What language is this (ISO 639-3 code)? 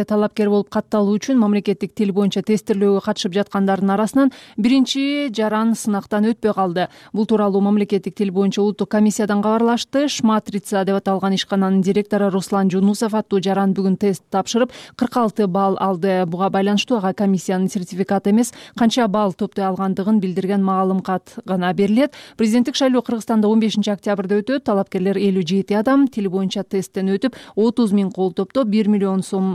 kir